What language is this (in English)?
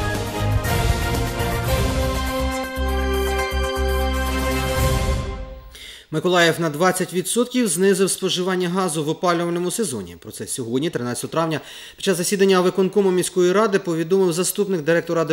Ukrainian